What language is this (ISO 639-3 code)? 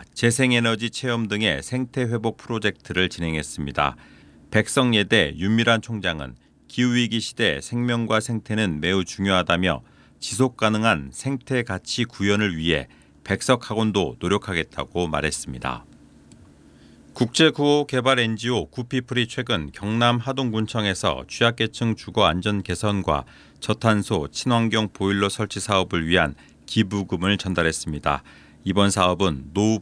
kor